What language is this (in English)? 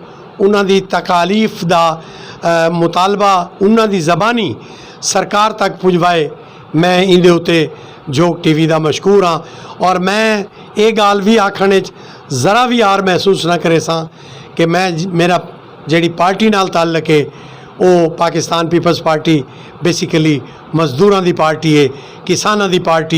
Western Panjabi